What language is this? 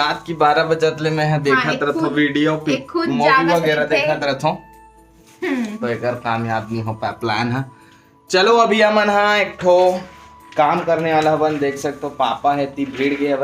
Chhattisgarhi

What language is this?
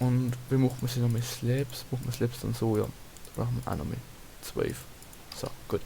Bavarian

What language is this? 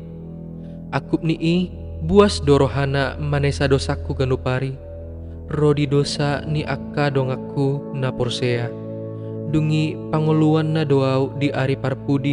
Batak Toba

